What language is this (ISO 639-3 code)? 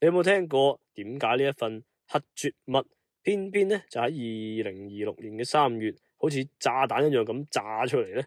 yue